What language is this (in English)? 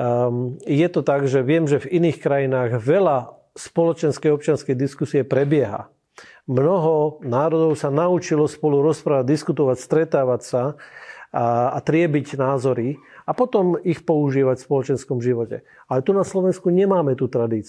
Slovak